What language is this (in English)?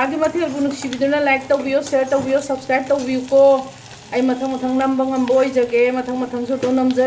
Manipuri